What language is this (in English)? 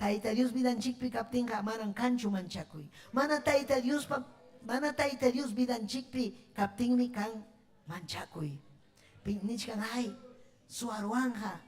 Ayacucho Quechua